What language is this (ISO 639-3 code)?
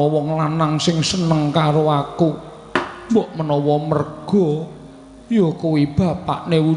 jav